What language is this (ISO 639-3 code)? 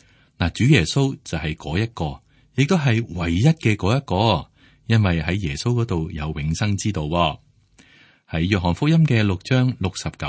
yue